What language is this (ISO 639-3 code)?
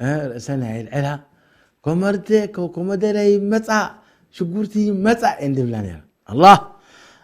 tir